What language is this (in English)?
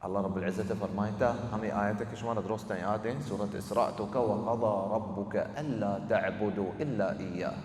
Baluchi